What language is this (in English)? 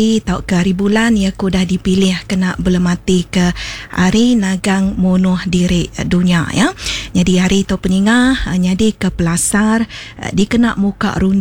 Iban